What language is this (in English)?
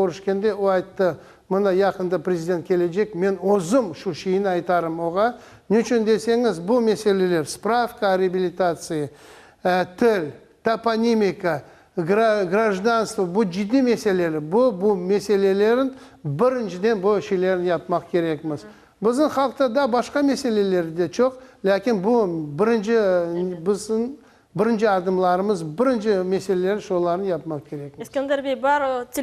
Crimean Tatar